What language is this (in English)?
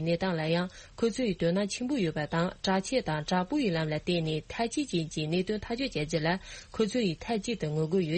Tibetan